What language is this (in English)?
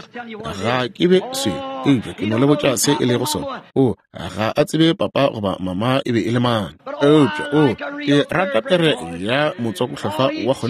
Northern Sotho